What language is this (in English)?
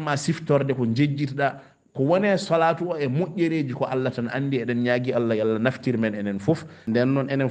Fula